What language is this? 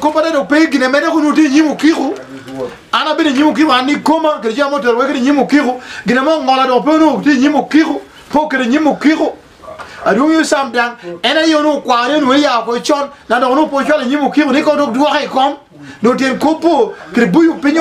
Lango (Uganda)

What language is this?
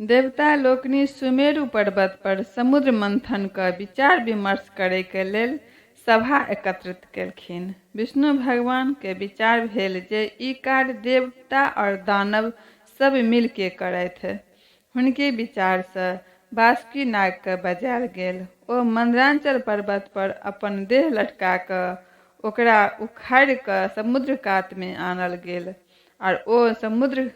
Maithili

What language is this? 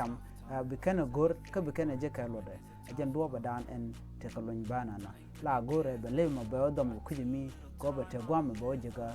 Nuer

